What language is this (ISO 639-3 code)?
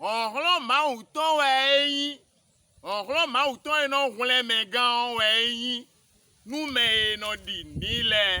fon